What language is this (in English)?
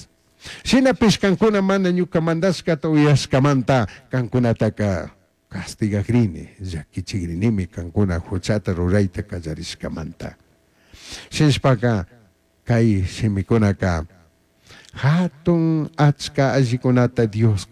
Chimborazo Highland Quichua